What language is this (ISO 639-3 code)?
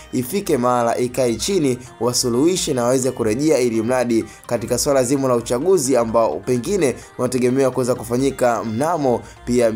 swa